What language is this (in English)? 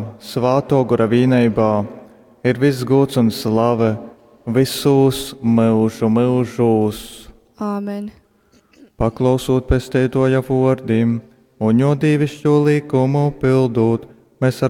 Latgalian